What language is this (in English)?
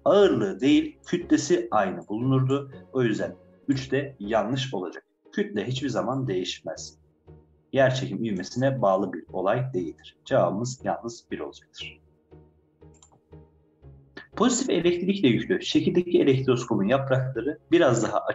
Turkish